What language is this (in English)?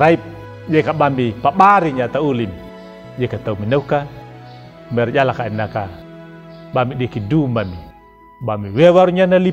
Anakalangu